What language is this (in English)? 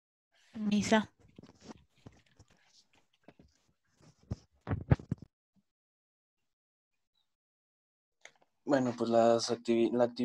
Spanish